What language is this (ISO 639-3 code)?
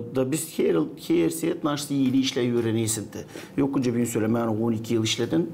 gag